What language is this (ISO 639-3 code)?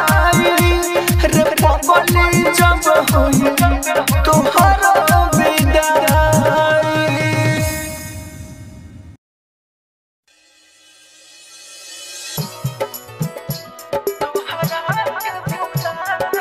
bho